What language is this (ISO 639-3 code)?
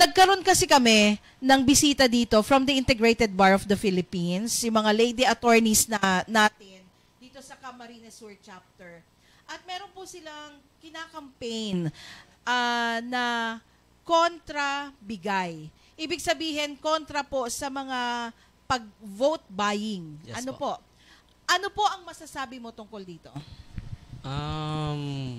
bik